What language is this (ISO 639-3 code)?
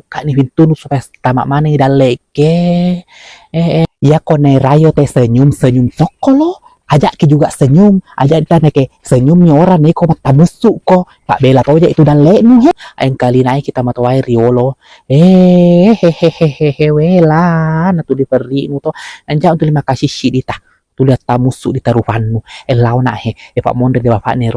bug